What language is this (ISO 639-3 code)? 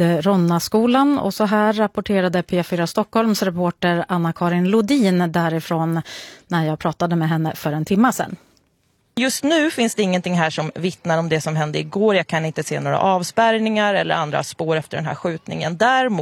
swe